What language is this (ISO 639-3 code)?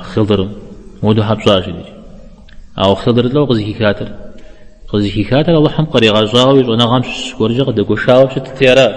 kbd